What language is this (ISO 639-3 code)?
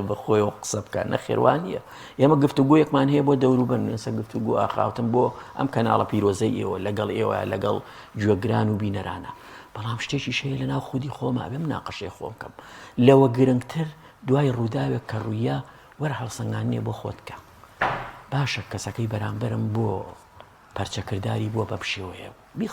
ckb